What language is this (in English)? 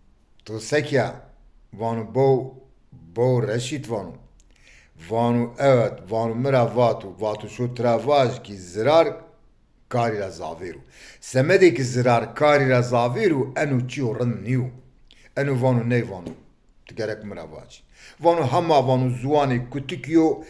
Zaza